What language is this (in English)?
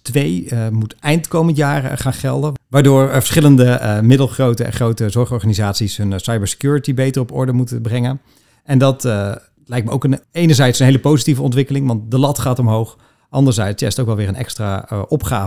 Dutch